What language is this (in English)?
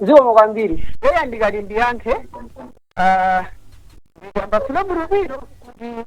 Nyanja